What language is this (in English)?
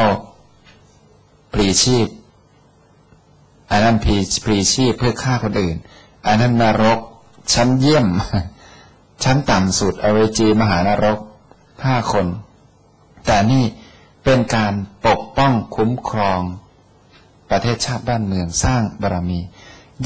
Thai